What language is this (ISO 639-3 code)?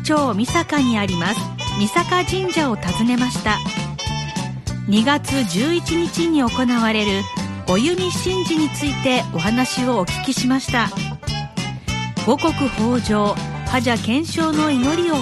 jpn